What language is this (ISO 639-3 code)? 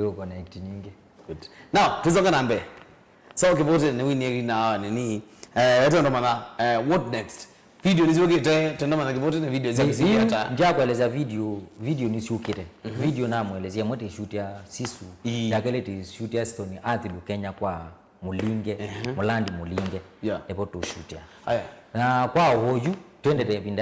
kam